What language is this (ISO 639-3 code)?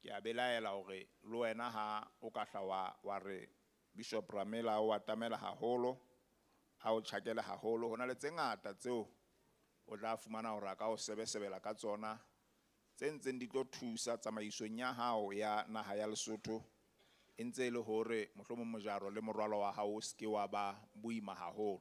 sot